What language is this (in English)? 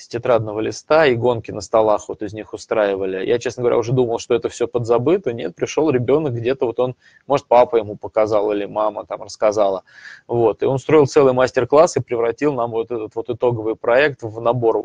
Russian